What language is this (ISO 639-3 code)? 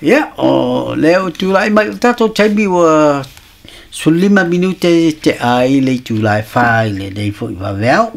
smo